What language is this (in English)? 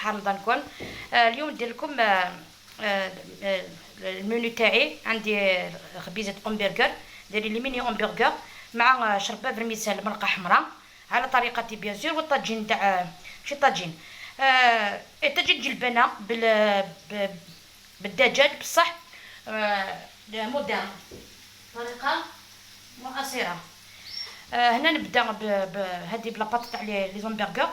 Algerian Arabic